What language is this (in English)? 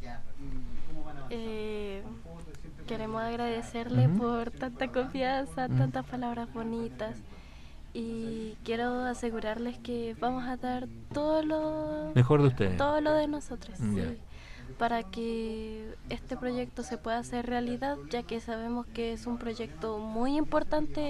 Spanish